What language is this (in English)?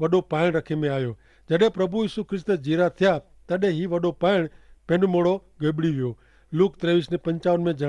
Kachhi